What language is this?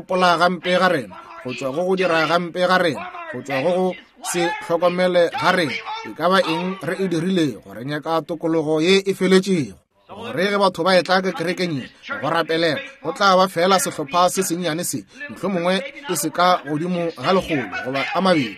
Northern Sotho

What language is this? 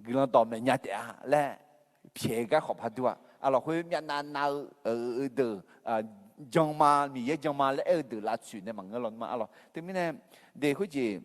Akha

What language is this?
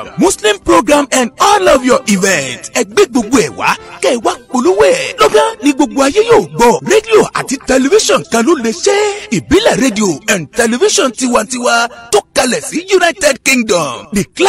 Yoruba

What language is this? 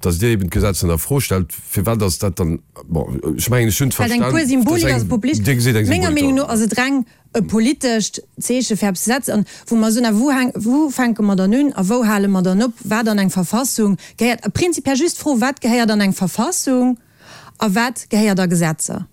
Luxembourgish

